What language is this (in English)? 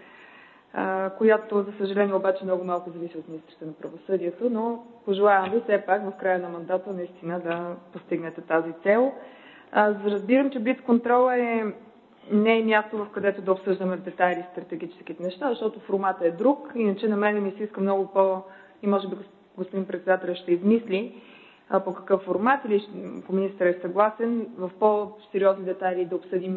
Bulgarian